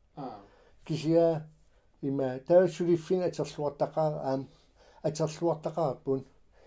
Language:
Kalaallisut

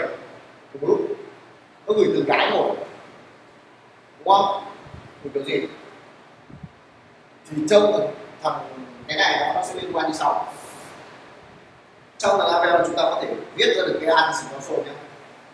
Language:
Vietnamese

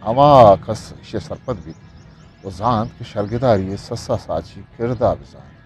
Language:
Eastern Balochi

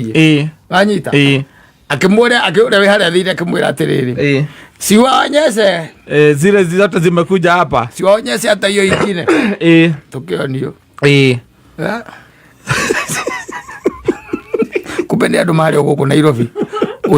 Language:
Kikuyu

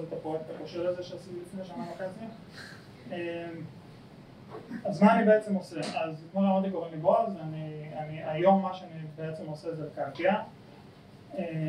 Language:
Hebrew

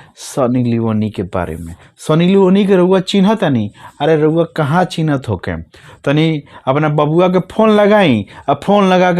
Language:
Bhojpuri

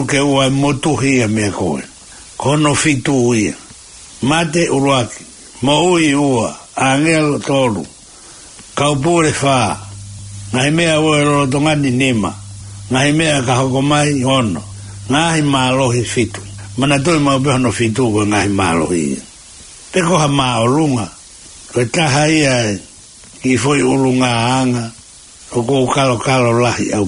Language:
Tongan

